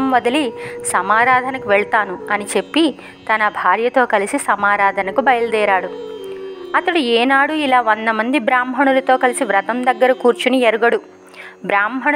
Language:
Telugu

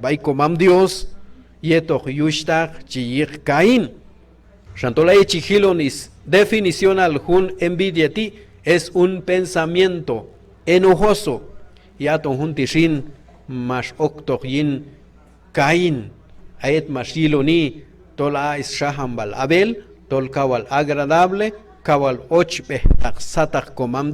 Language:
Q'anjob'al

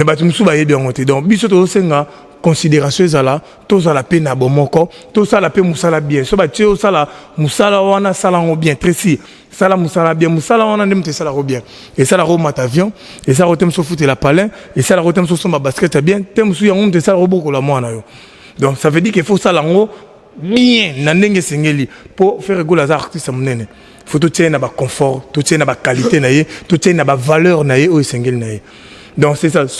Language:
Lingala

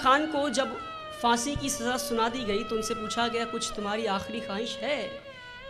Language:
Hindi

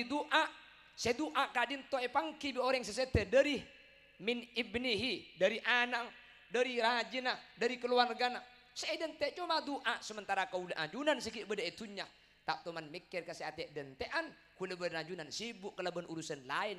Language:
Madurese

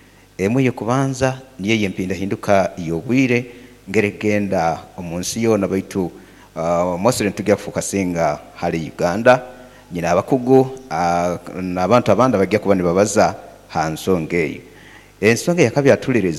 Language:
Nyoro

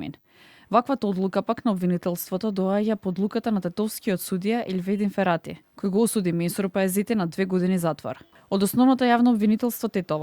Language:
Macedonian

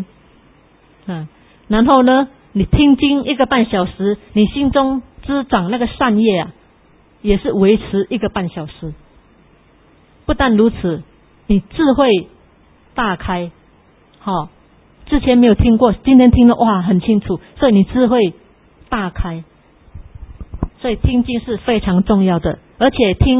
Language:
Chinese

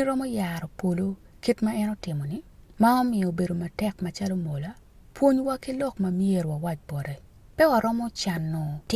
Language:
Acoli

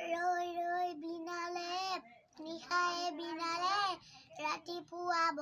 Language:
Assamese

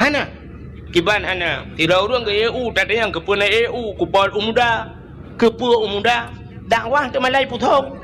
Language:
Achinese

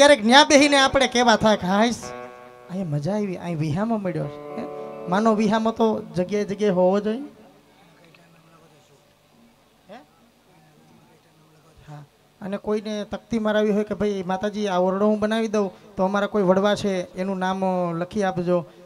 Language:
Gujarati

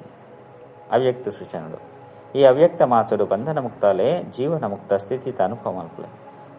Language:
Tulu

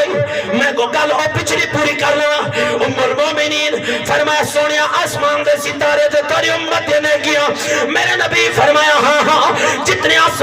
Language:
Saraiki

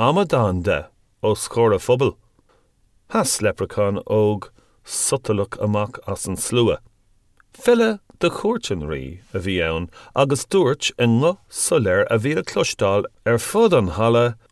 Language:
Irish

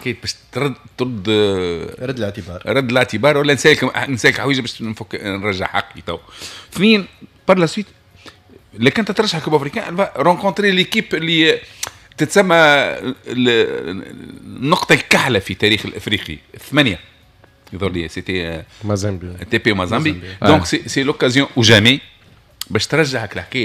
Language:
Tunisian Arabic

